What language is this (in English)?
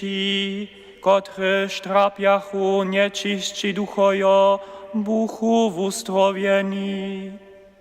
Upper Sorbian